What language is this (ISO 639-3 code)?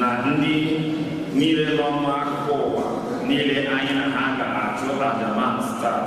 ibo